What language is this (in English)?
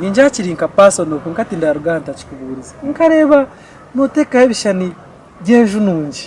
Nyankole